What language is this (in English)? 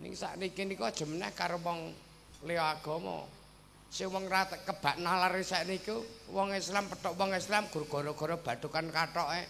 Javanese